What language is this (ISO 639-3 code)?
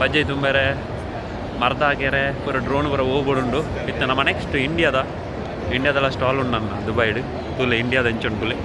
tcy